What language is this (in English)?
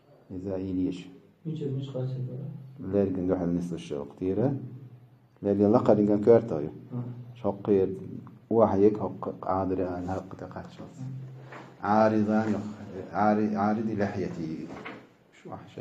Chechen